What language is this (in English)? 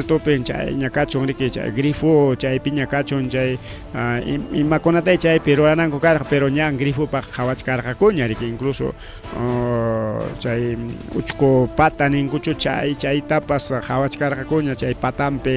Ayacucho Quechua